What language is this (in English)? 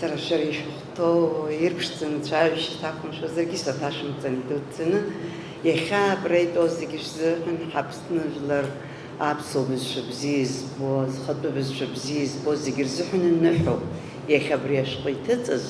Abkhazian